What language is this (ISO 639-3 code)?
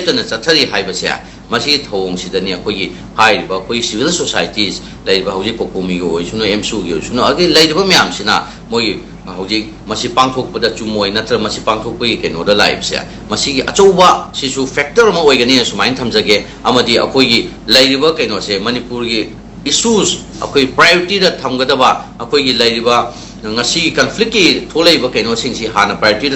mni